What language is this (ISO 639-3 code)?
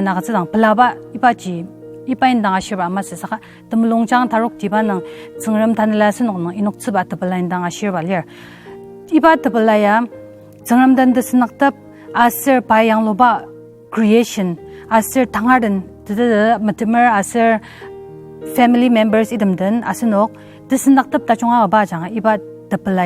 njo